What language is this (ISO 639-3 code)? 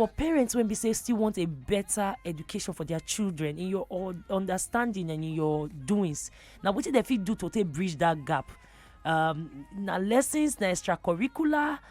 pcm